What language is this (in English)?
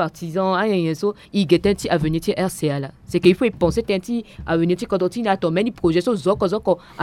Sango